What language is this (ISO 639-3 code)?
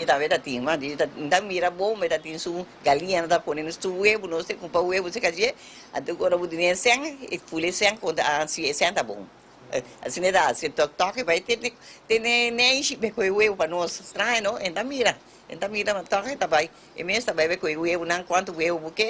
pap